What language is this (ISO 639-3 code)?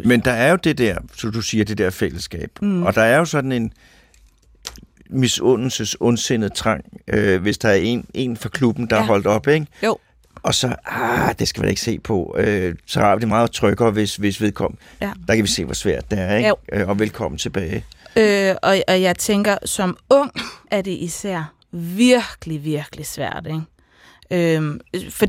dan